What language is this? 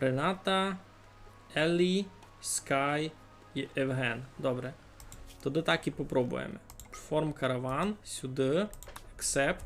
Rusyn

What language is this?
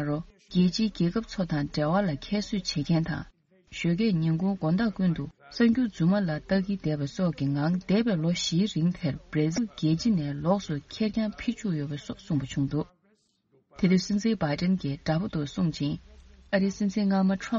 Tibetan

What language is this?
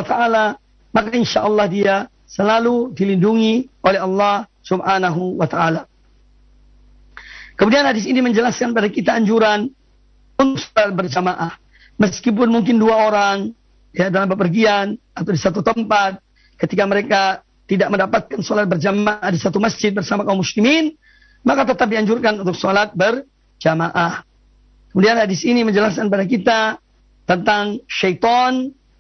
Indonesian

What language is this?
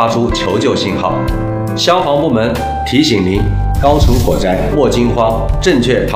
Chinese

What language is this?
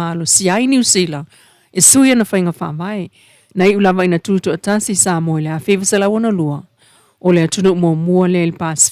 Samoan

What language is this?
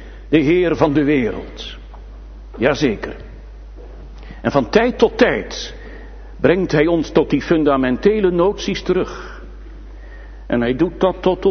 Dutch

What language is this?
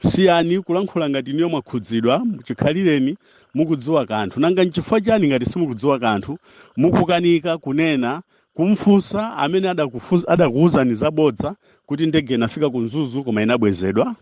Nyanja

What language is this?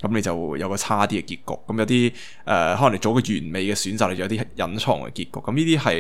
Cantonese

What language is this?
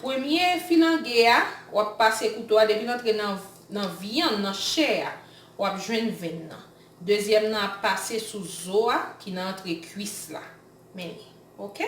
Haitian Creole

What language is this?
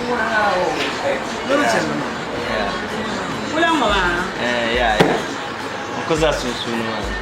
Dagbani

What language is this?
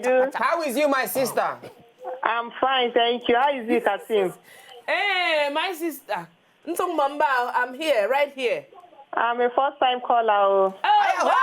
Nigerian Pidgin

